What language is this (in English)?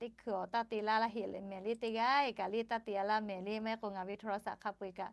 Lahu